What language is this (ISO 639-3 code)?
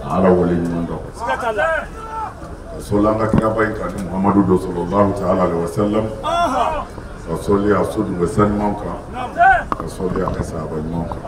bam